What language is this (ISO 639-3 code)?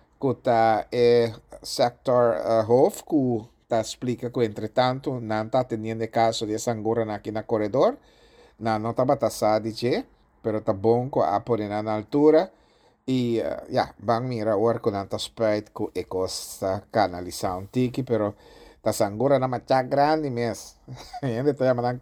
pap